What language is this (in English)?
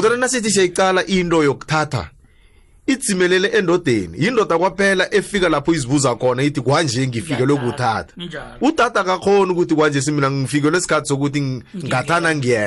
South Ndebele